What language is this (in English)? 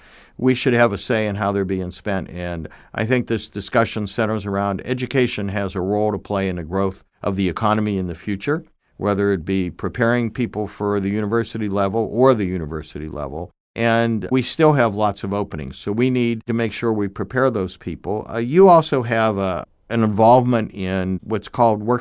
English